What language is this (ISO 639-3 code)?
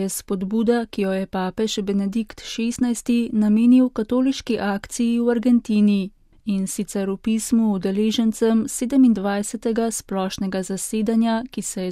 slv